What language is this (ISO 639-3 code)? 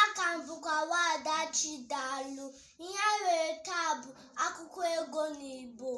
ibo